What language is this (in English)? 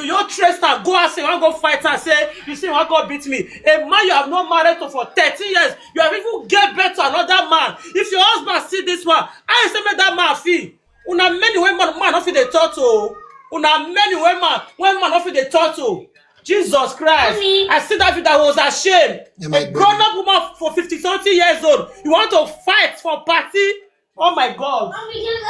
Nigerian Pidgin